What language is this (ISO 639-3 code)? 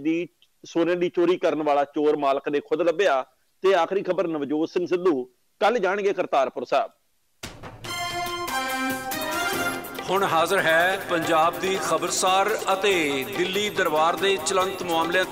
pan